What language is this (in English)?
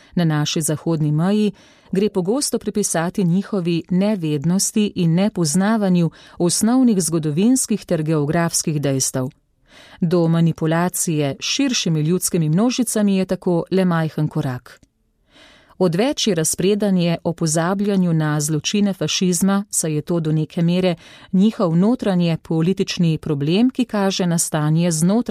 Slovenian